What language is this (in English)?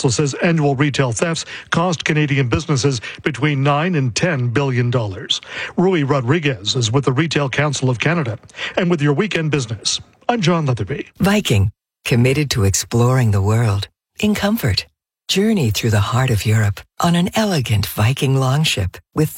English